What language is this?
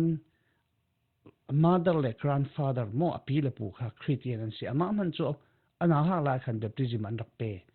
Falam Chin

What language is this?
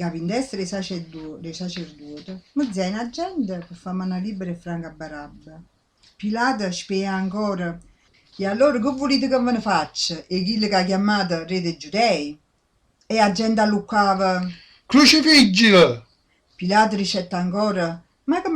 Neapolitan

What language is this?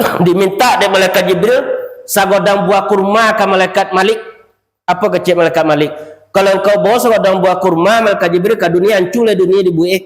Minangkabau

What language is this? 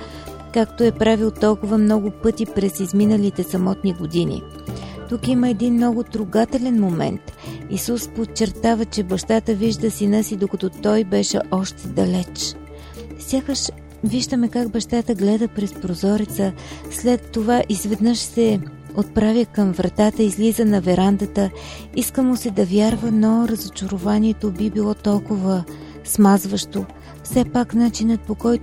Bulgarian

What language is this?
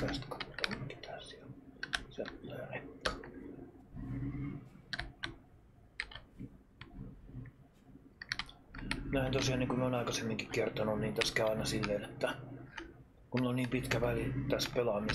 Finnish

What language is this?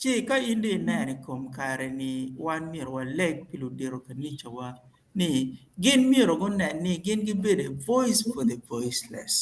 Acoli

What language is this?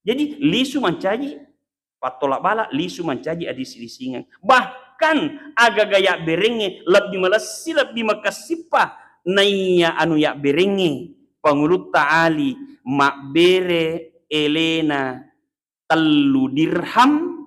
Buginese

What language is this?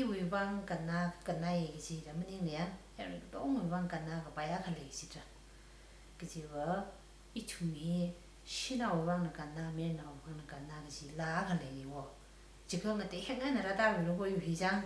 Tangkhul Naga (India)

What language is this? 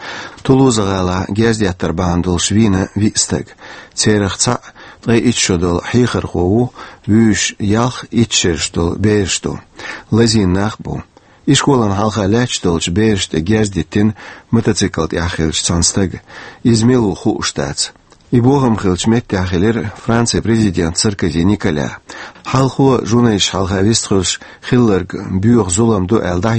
Chechen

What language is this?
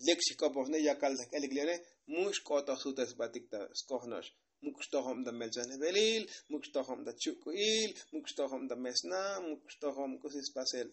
Tzotzil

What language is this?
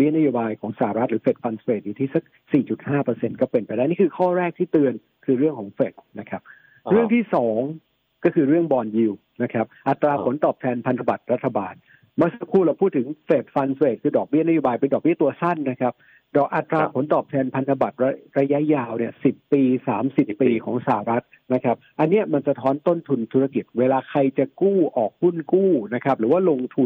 Thai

